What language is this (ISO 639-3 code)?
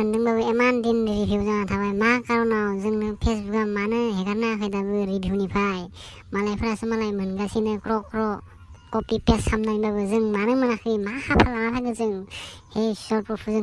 brx